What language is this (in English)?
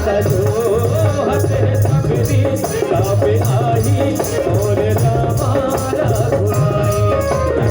Chhattisgarhi